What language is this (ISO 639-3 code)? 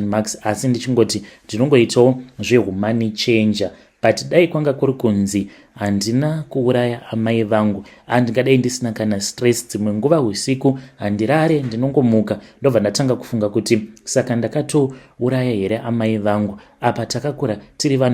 sna